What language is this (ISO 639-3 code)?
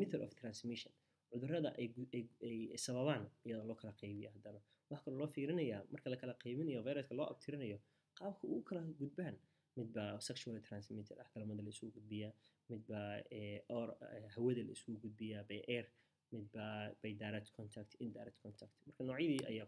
som